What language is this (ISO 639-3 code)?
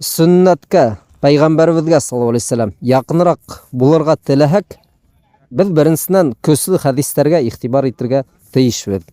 bak